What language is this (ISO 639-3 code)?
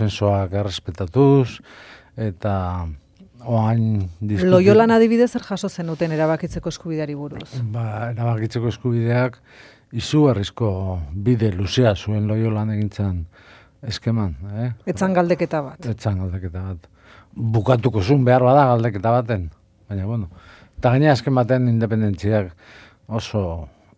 eus